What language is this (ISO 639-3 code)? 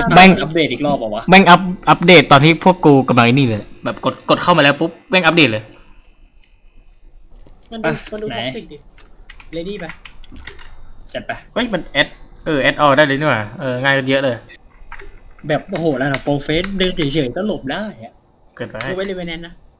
tha